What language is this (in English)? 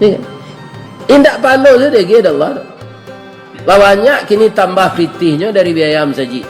Minangkabau